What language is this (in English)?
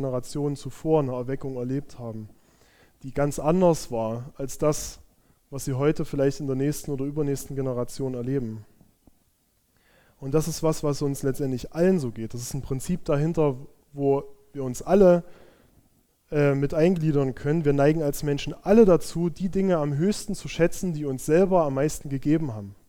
German